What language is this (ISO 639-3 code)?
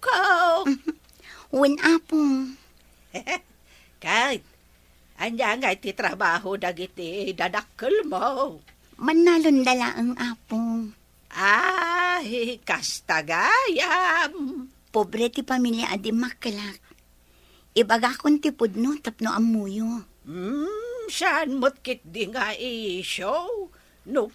ilo